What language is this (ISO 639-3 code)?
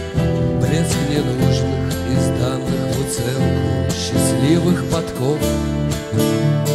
rus